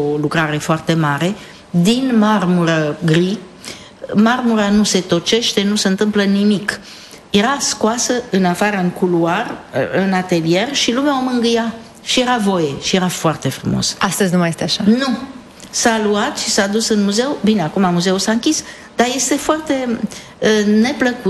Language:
Romanian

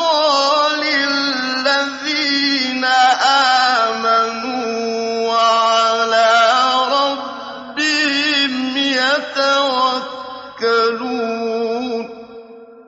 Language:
Arabic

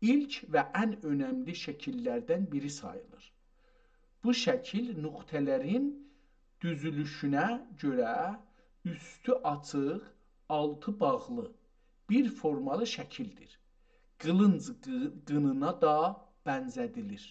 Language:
South Azerbaijani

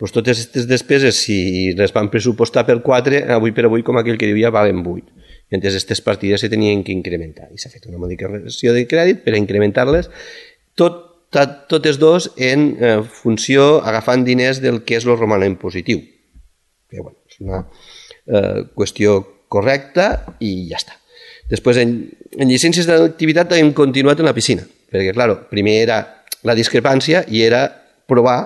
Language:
Catalan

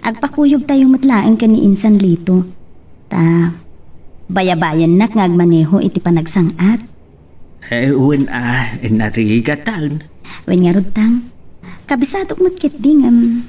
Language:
Iloko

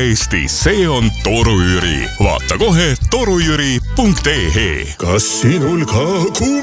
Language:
Estonian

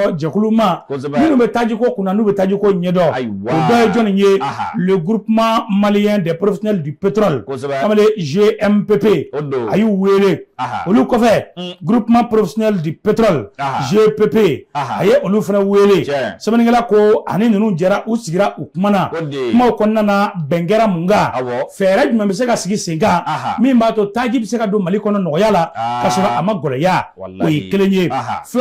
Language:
Bambara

